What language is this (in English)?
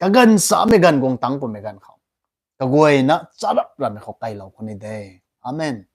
Rongmei Naga